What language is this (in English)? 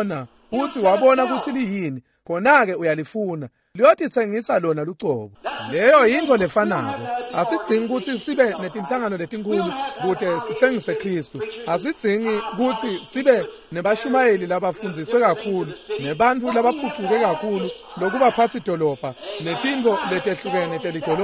Swati